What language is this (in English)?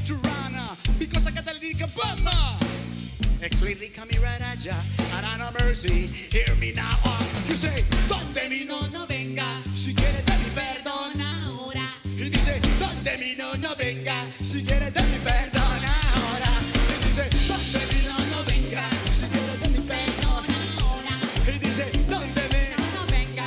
Spanish